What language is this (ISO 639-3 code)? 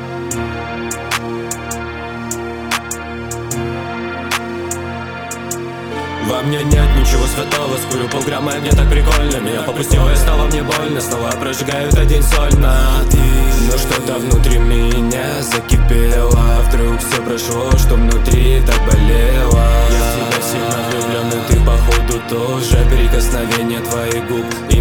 rus